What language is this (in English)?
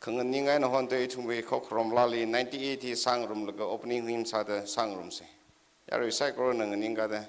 Tangkhul Naga (India)